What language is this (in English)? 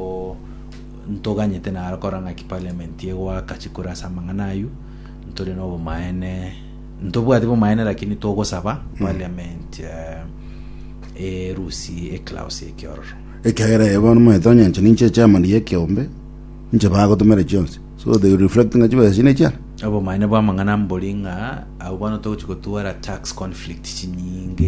Gusii